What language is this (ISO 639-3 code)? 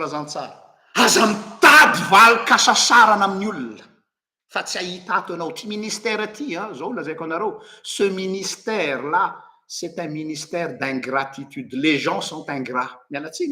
mlg